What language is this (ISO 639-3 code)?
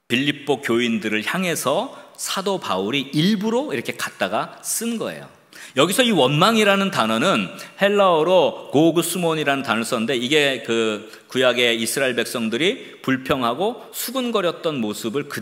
kor